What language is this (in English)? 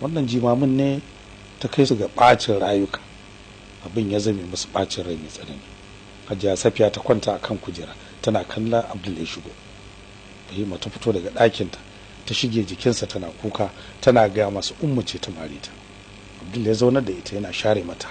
Hausa